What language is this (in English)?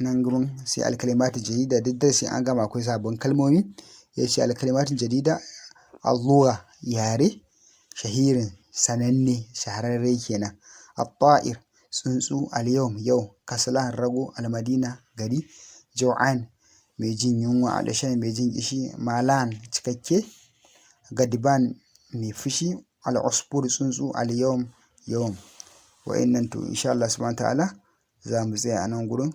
Hausa